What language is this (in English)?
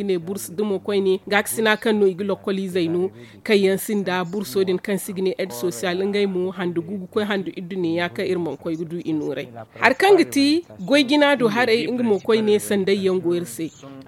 Zarma